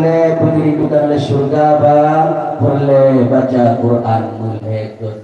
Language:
Achinese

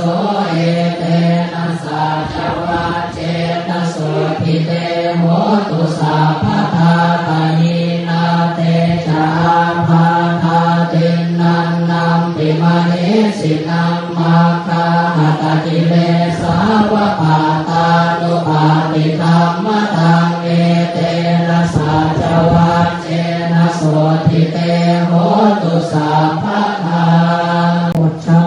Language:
Pali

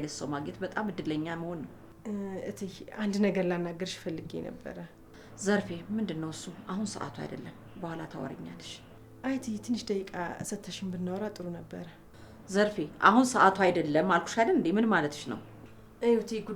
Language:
Amharic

